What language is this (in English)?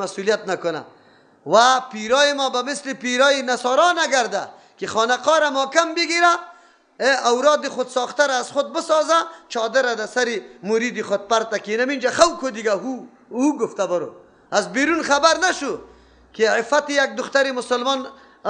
Persian